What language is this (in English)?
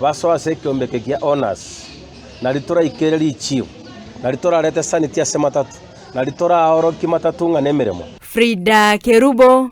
Gusii